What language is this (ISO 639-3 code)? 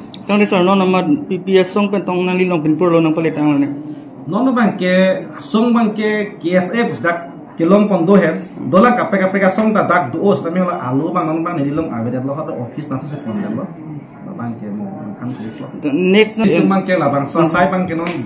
mjw